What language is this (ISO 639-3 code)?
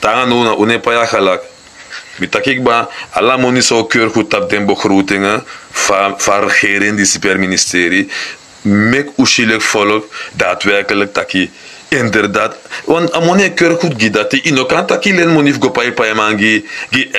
srn